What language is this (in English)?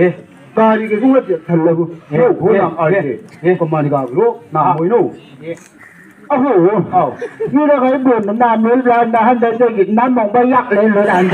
Chang Naga